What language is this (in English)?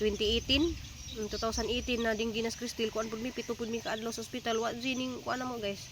Cebuano